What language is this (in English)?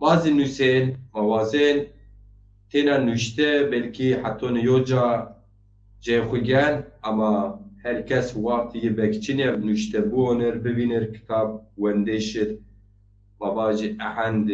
Zaza